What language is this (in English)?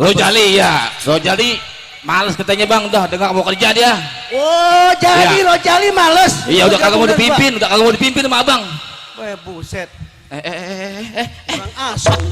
Betawi